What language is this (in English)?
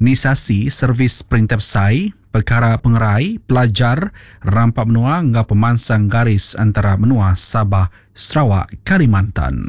Iban